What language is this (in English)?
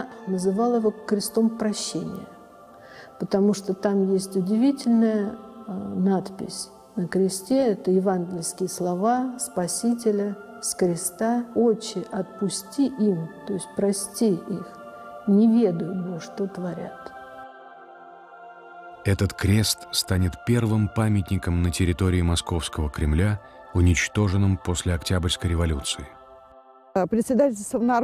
Russian